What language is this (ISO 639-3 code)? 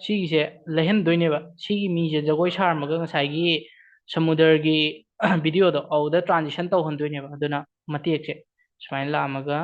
mni